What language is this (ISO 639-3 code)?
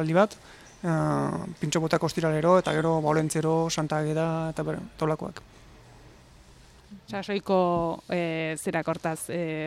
eus